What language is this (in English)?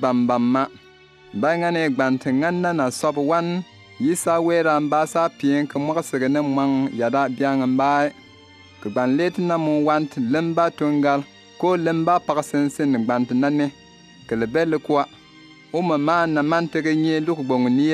Bimoba